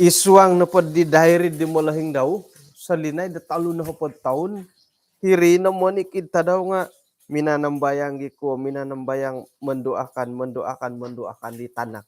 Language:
Central Dusun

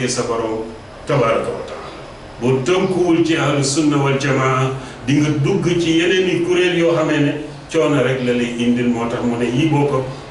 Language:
Wolof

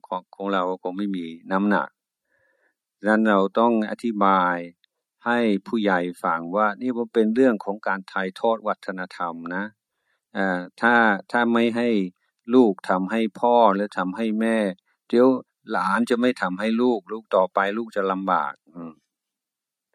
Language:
Thai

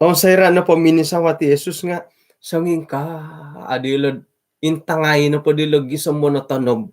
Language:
Central Dusun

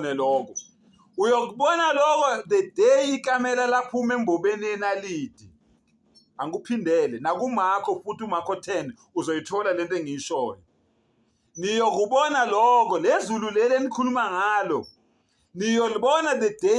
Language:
Zulu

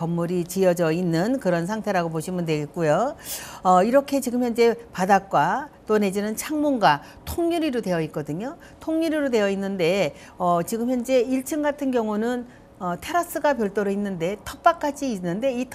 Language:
Korean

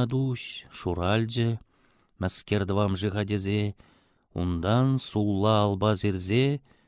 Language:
Chuvash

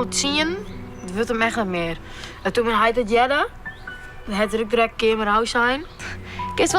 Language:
Western Frisian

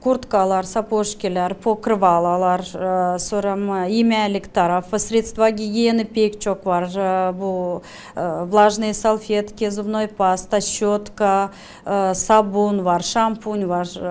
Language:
Gagauz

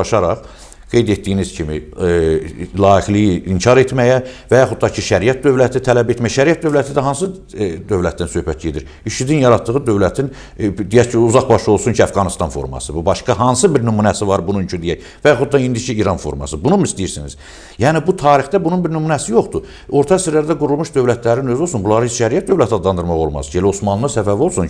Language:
Azerbaijani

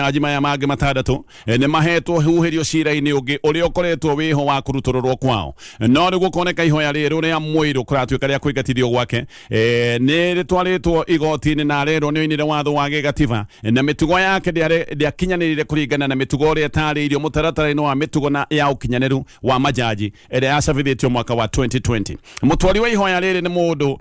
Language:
Kikuyu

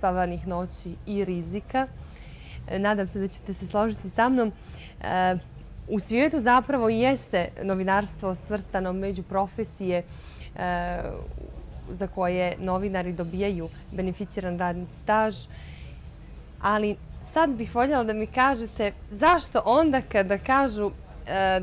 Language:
Bosnian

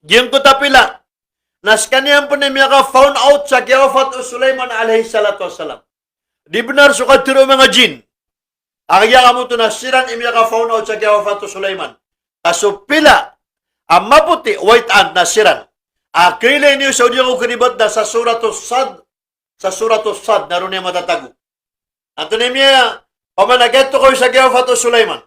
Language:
Maranao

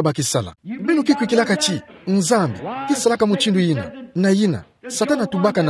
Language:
Kituba (Democratic Republic of Congo)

